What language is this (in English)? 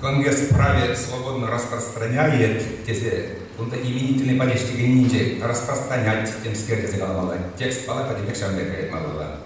Chuvash